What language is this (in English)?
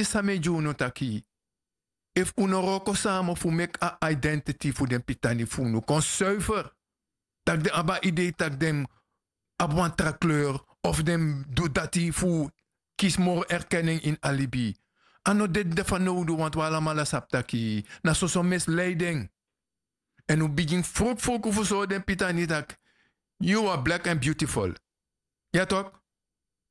Sranan Tongo